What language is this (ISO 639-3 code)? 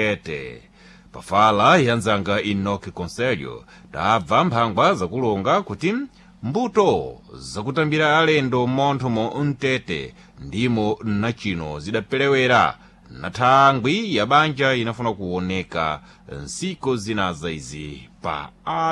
seh